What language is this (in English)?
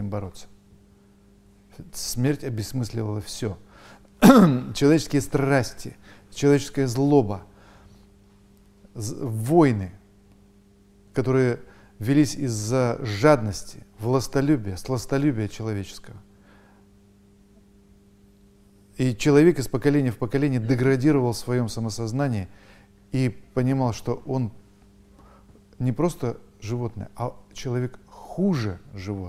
Russian